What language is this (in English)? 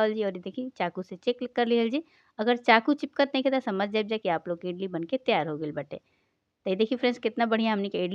Bhojpuri